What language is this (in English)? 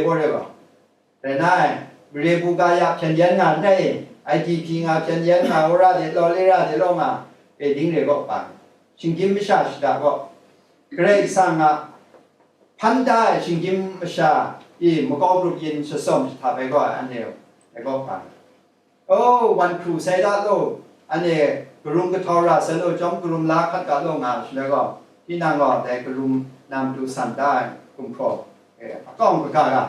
Kachin